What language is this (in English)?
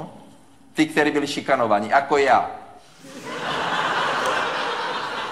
Czech